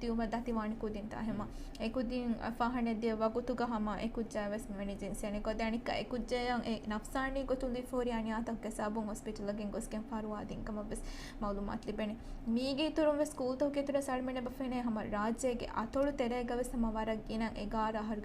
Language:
Divehi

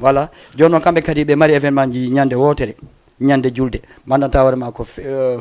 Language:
Fula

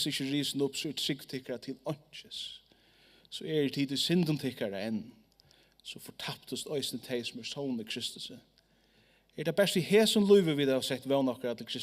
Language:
Faroese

